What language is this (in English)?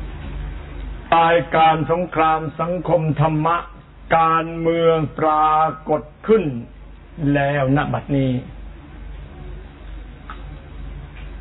Thai